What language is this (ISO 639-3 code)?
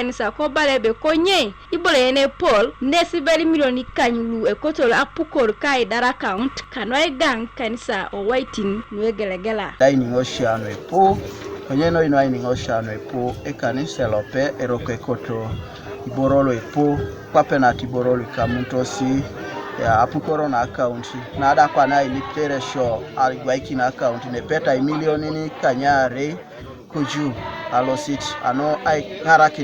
teo